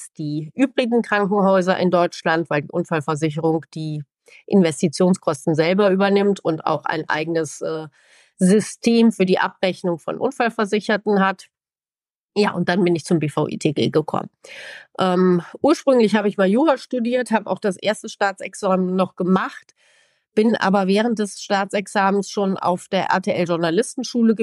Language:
German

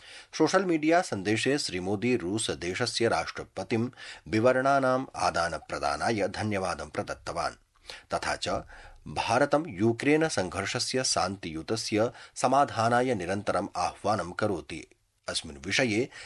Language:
Sanskrit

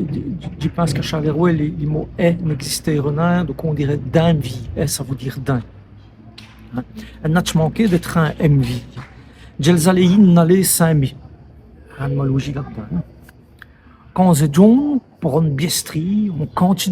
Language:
Walloon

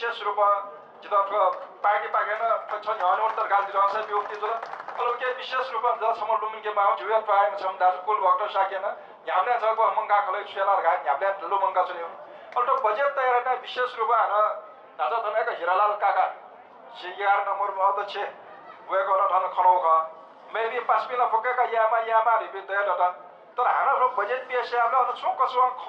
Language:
Newari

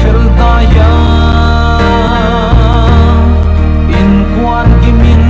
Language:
Paite Chin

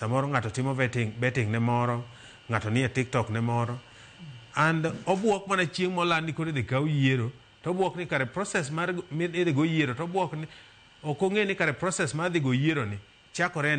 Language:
Luo (Kenya and Tanzania)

